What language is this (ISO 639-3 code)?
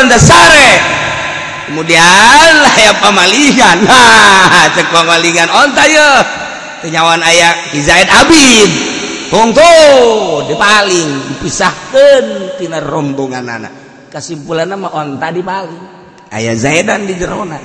sun